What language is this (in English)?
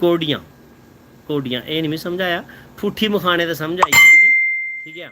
Dogri